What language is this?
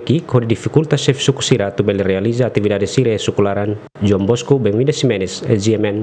Tetum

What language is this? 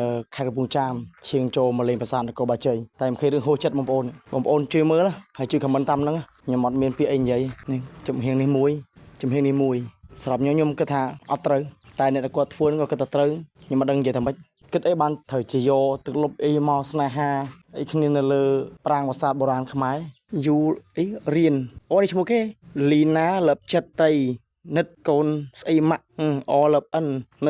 Khmer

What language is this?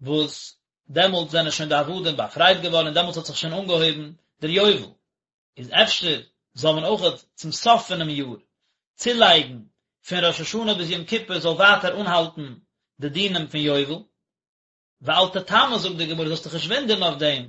Yiddish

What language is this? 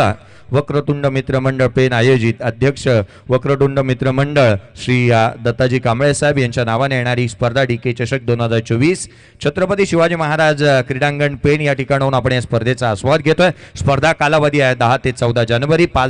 Marathi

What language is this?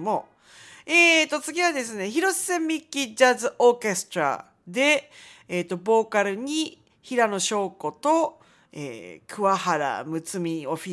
Japanese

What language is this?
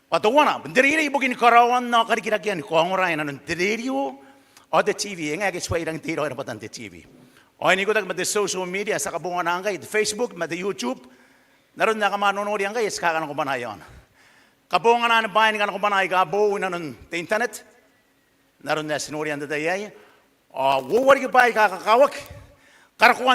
Gilbertese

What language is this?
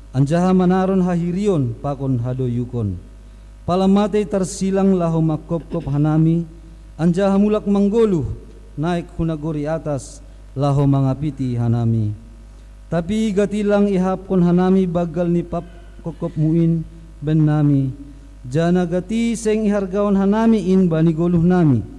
Batak Simalungun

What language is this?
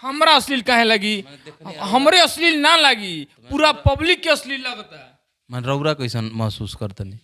Bhojpuri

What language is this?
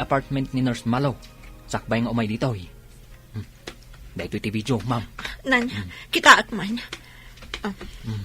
Iloko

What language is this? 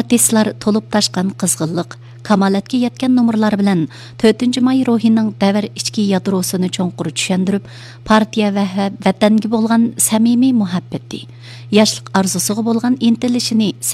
Uyghur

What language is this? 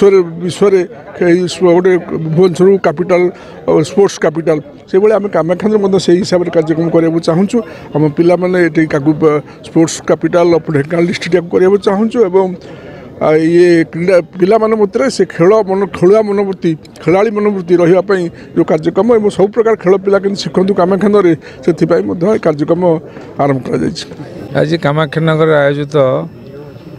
Odia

